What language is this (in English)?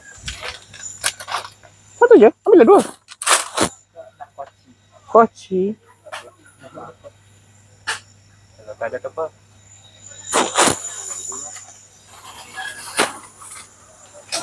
Malay